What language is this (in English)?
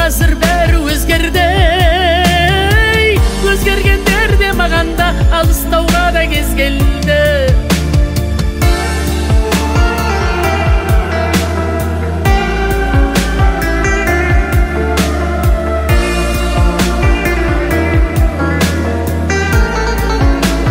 Kazakh